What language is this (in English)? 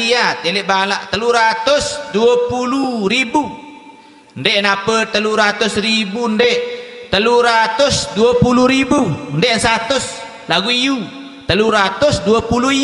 Sasak